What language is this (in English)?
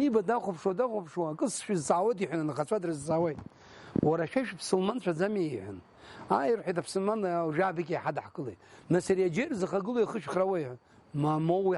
Abkhazian